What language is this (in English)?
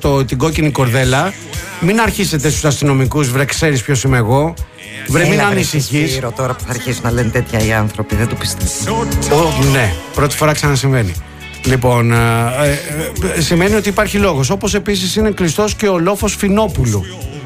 Greek